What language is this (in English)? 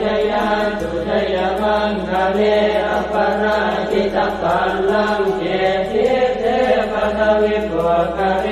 Pali